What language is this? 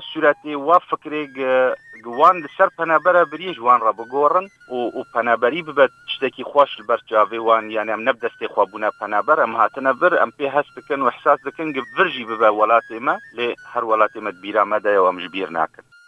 Kurdish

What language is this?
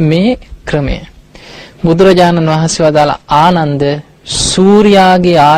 Sinhala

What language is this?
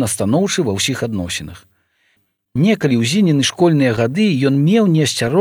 Belarusian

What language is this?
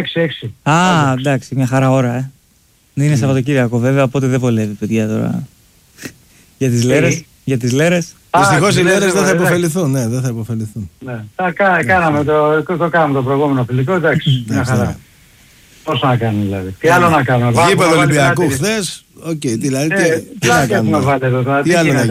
Greek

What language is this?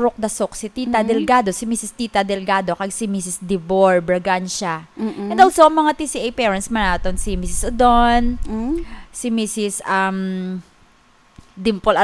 Hiligaynon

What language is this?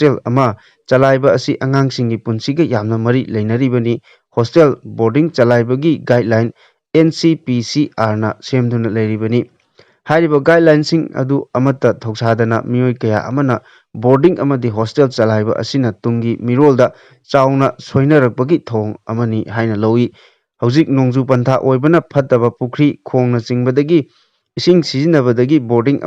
Manipuri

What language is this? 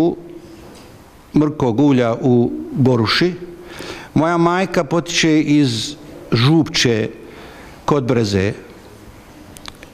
Bosnian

